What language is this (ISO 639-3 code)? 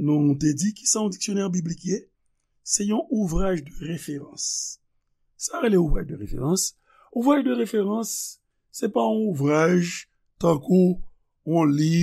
hat